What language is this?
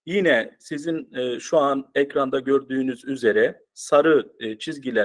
Turkish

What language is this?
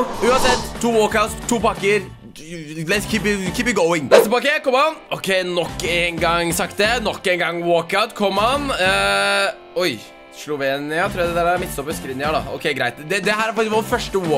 Norwegian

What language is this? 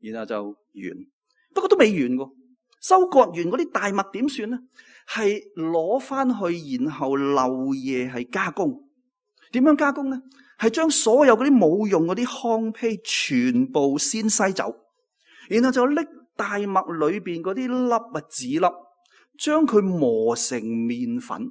Cantonese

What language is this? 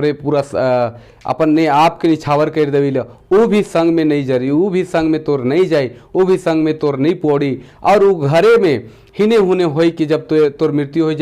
Sadri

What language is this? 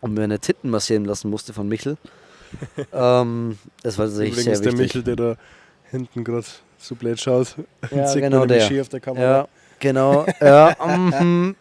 Bavarian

